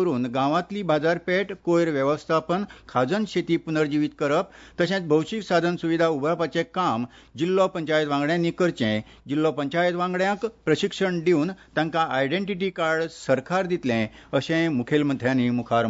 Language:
Konkani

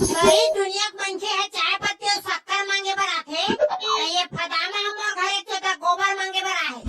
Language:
Chhattisgarhi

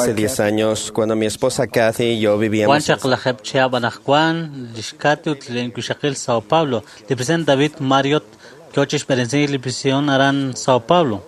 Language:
Kekchí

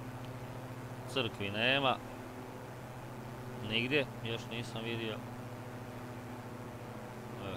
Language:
Croatian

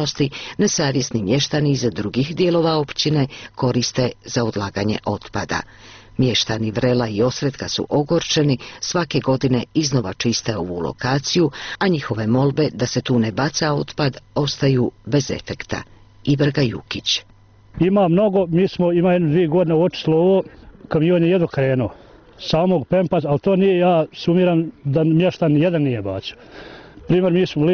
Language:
Bosnian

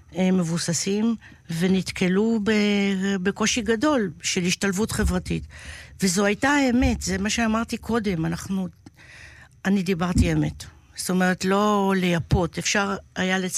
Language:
Hebrew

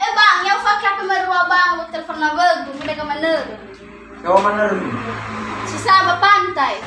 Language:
Nias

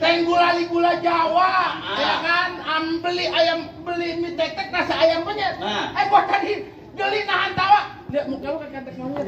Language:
Betawi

